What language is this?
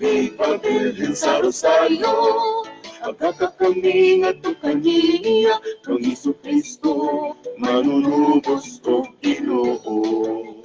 Cebuano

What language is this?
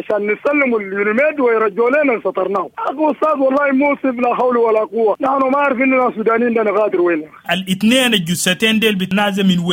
Sudanese Arabic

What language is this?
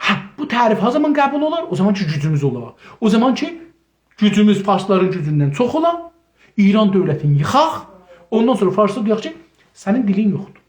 South Azerbaijani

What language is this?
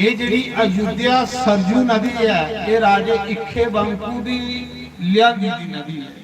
Dogri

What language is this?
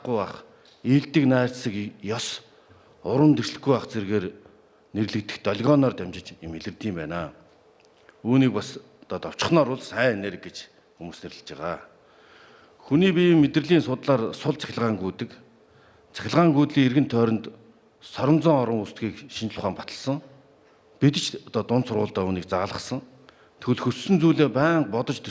Mongolian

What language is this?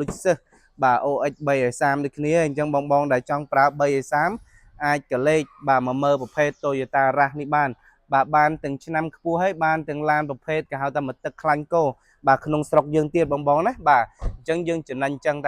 Khmer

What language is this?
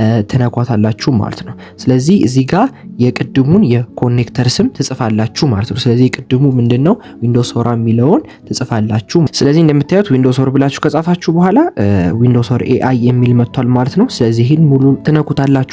Amharic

